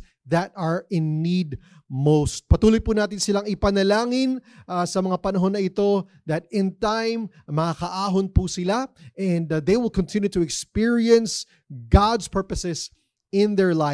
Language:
Filipino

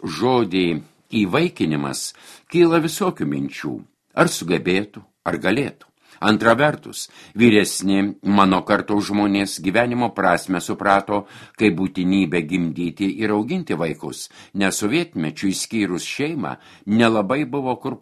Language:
Lithuanian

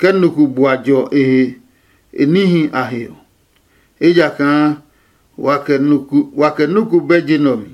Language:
Adangme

